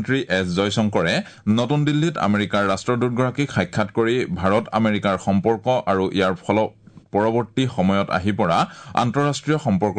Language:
Assamese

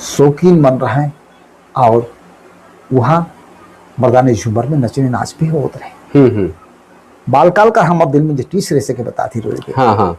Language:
Sadri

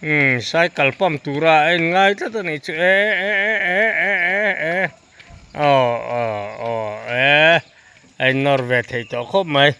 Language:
Mizo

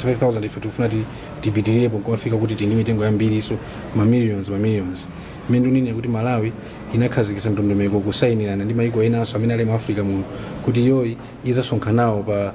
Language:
Nyanja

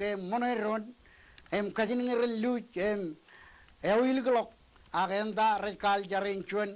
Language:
Marshallese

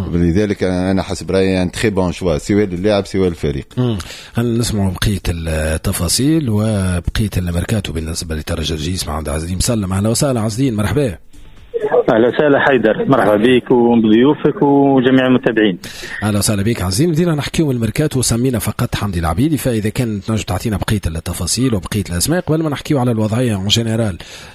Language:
Tunisian Arabic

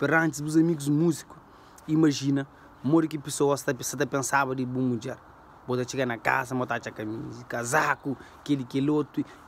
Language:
Kabuverdianu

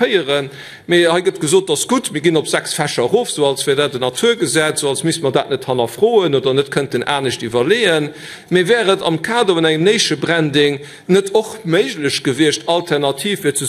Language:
Luxembourgish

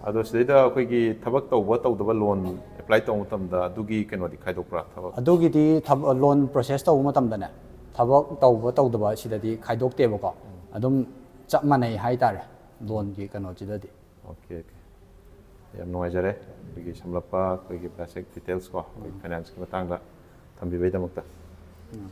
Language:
Manipuri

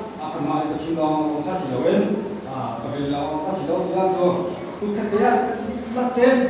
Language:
Hakha Chin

